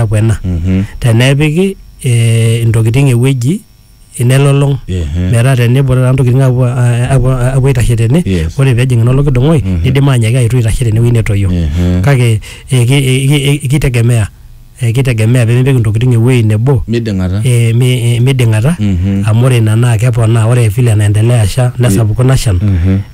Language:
Masai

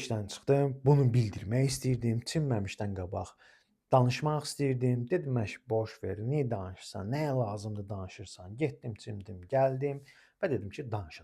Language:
Azerbaijani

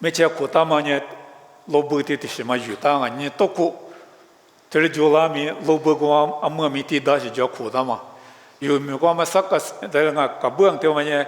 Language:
Lisu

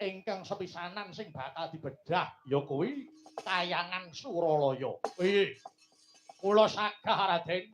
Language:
Javanese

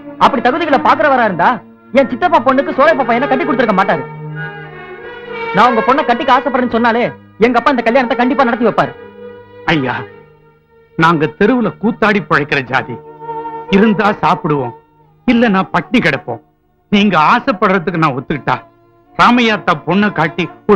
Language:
Tamil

